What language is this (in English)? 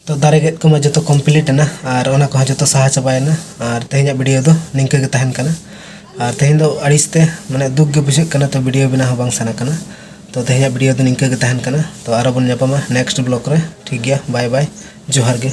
Santali